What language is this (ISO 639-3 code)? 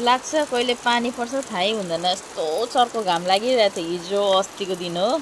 nep